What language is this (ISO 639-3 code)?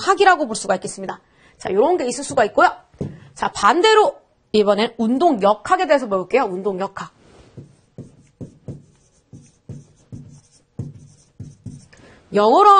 kor